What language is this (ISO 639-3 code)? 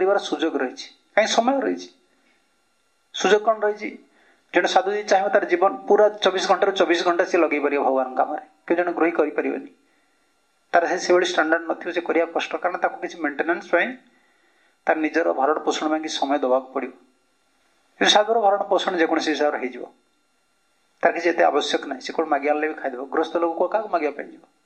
ori